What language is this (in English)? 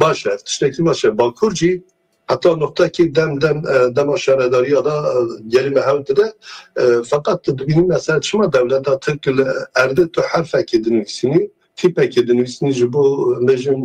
Kurdish